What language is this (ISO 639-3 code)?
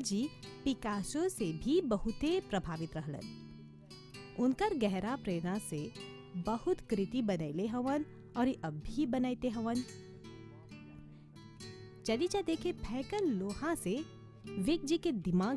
bho